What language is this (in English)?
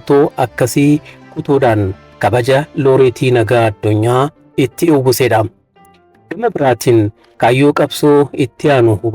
Oromo